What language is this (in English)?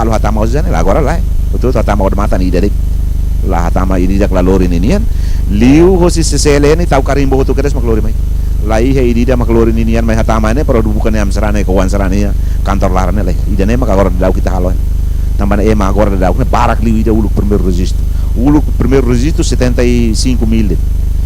Tetum